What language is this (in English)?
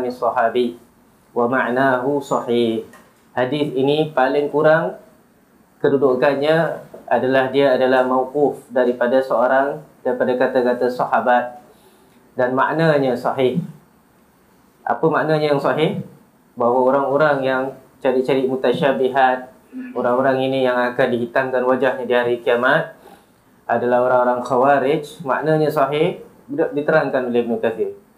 Malay